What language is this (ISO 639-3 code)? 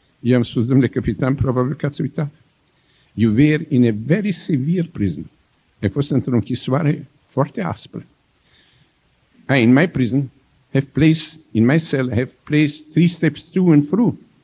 ron